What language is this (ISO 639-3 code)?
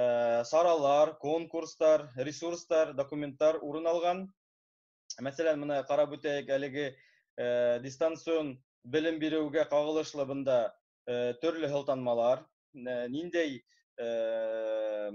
bak